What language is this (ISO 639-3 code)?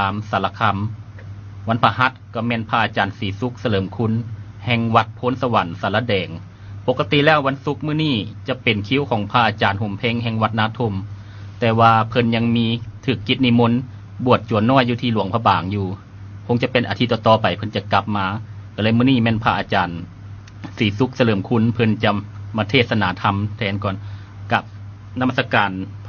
lao